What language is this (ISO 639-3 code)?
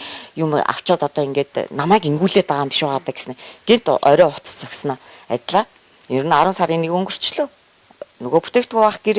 mon